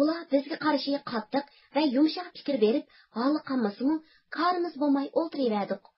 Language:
Uyghur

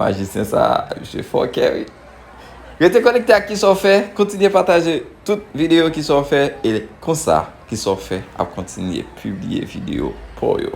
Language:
Haitian Creole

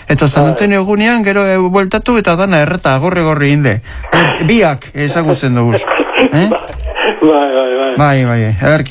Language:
Basque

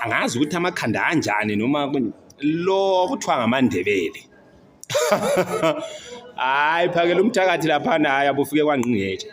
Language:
Zulu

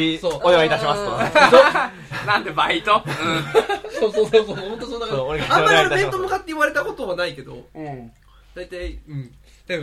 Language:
Japanese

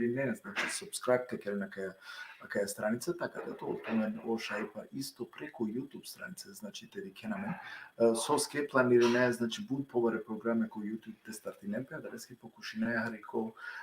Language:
Balkan Romani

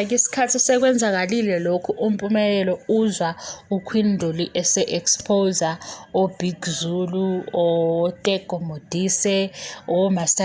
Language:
Zulu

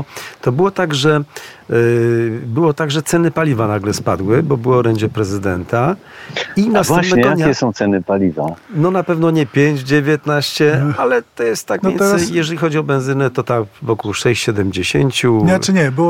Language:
Polish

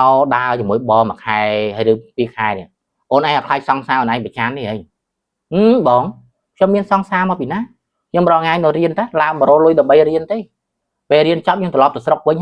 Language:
Khmer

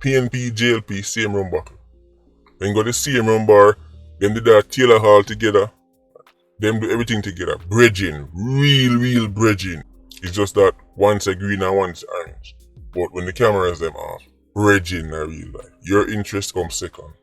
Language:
Jamaican Creole English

